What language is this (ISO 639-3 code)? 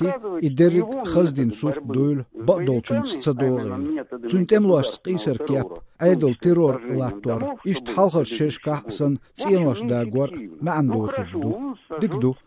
che